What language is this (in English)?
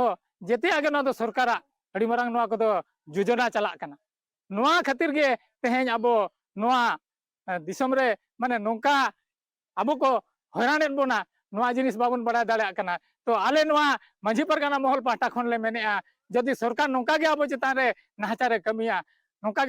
Santali